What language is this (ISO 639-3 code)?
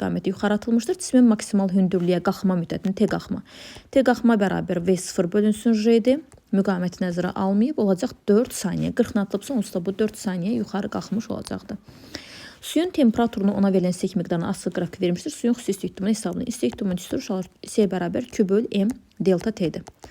aze